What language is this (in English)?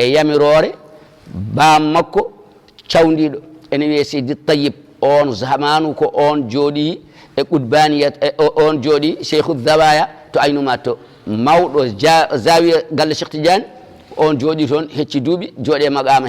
Fula